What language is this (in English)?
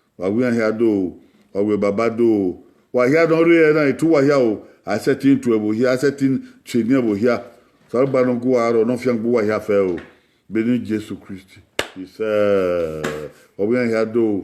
Bini